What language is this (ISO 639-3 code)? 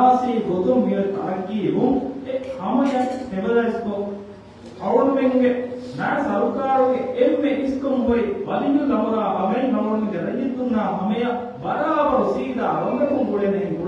div